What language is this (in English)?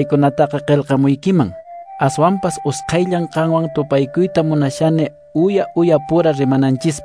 Quechua